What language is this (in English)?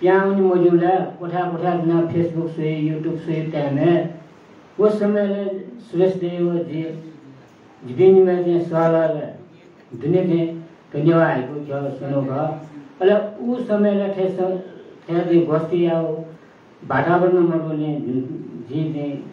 Newari